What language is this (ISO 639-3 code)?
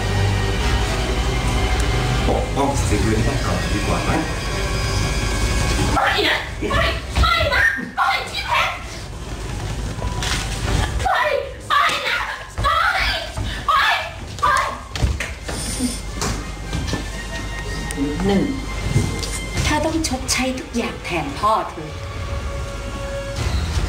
tha